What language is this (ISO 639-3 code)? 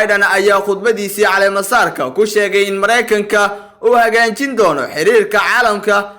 som